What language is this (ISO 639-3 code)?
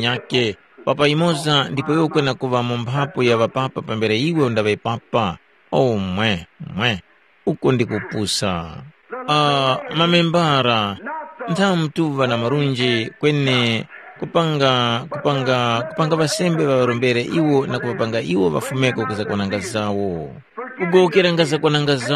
tum